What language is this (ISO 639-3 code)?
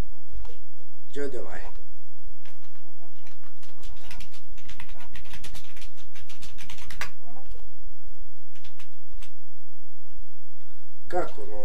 bos